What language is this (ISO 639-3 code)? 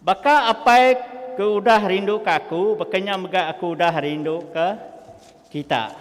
iba